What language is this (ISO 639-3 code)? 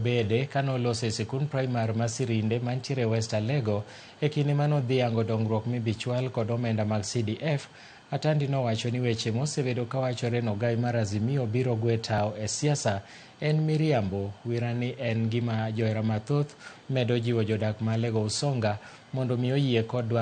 luo